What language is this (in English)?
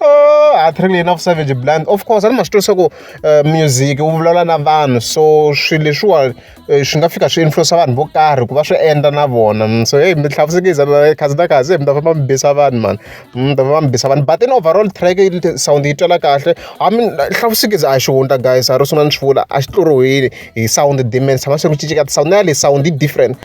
Tsonga